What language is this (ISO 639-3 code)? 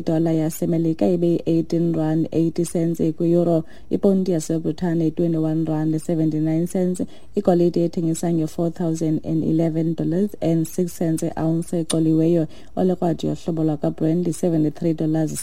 xho